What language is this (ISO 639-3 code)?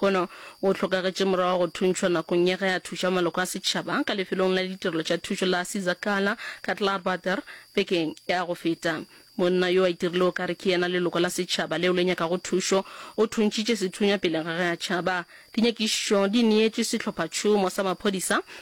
nso